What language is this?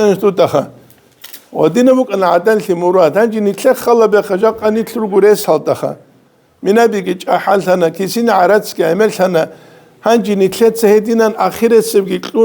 Avaric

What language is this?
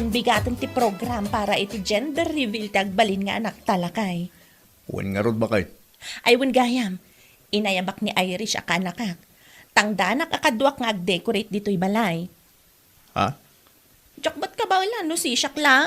Iloko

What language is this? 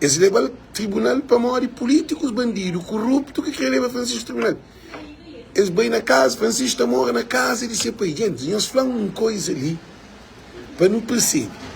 Kabuverdianu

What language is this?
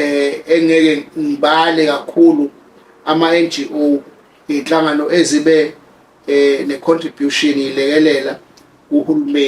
Zulu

